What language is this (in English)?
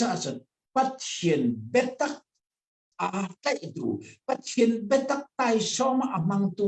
Hakha Chin